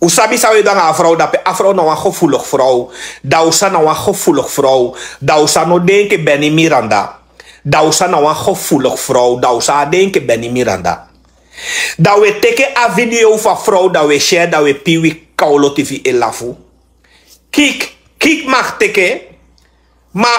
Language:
Sranan Tongo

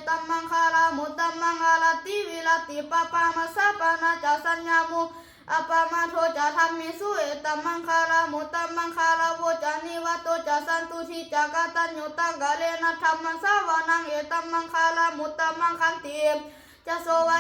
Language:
Pali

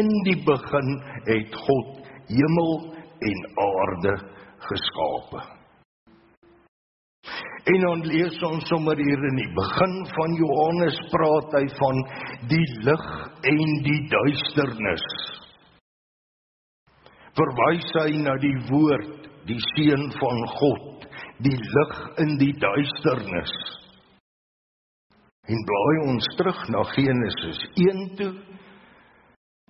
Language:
Afrikaans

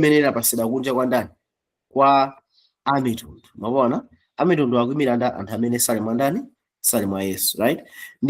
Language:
Nyanja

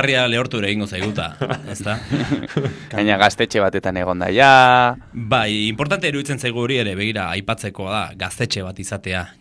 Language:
Basque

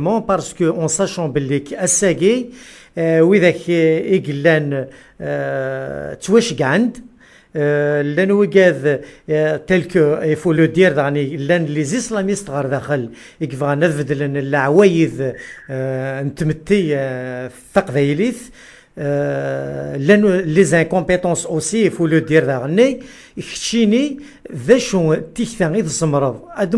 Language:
Kabyle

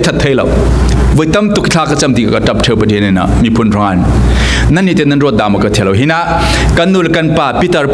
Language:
Falam Chin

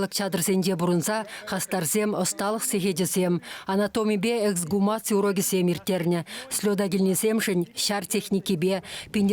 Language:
Chuvash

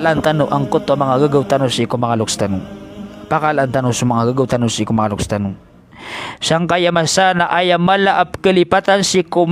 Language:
Maranao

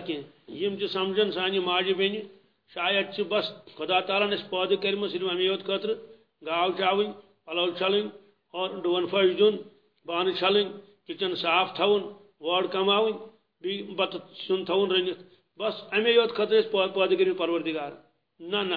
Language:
Kashmiri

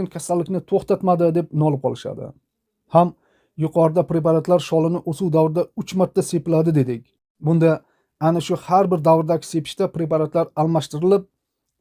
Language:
Uzbek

